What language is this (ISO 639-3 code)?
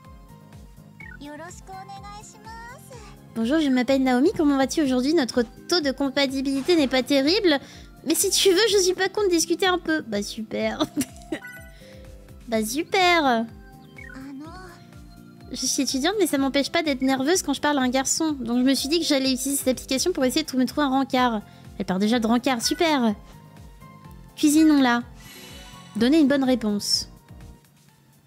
fra